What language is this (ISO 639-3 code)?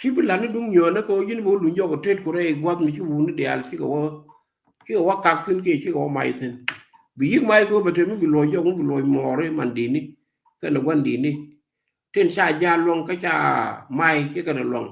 nus